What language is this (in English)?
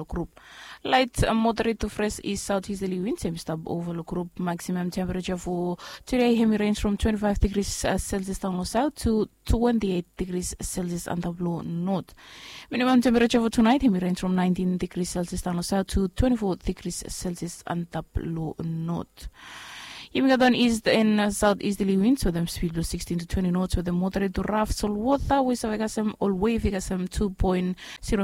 Bislama